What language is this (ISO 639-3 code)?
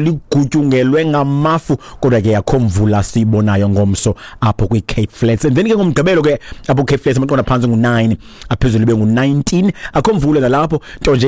xho